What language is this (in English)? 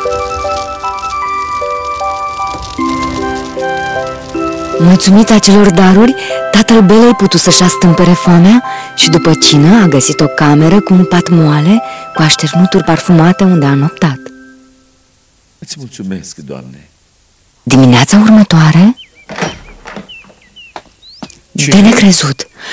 Romanian